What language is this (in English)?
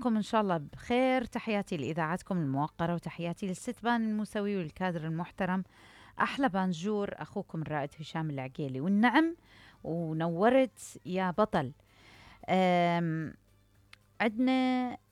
Mesopotamian Arabic